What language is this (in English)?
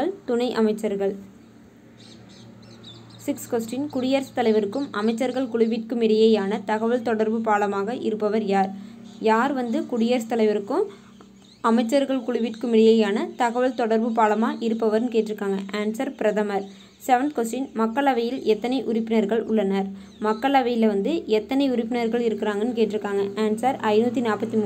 Tamil